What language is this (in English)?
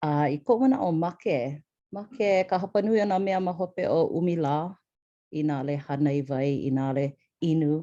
Hawaiian